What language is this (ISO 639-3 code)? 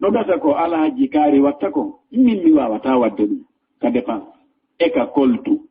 ful